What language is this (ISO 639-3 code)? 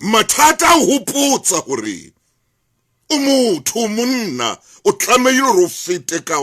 sot